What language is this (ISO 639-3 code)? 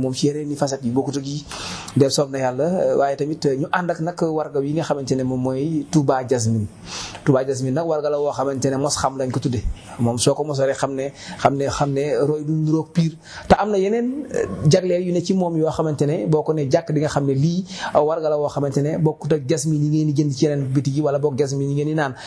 wol